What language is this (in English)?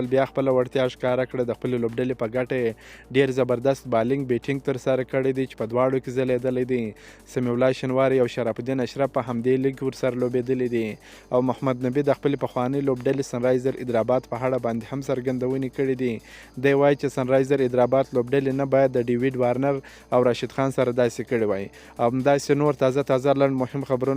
Pashto